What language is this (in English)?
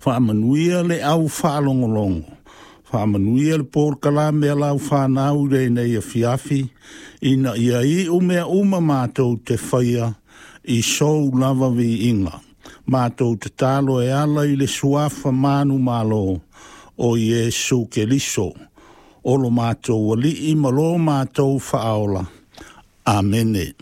Samoan